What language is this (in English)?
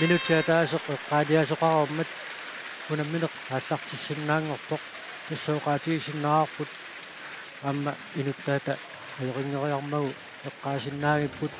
Kalaallisut